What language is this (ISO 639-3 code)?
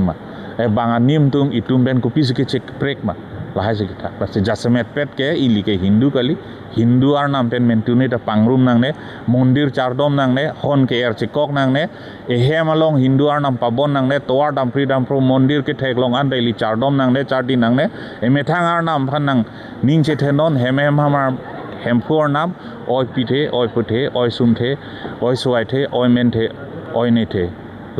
mjw